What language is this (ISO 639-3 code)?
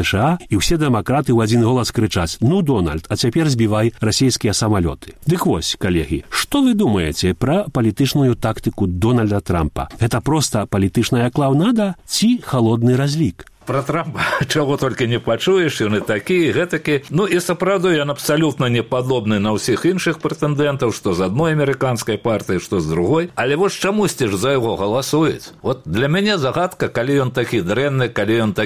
bel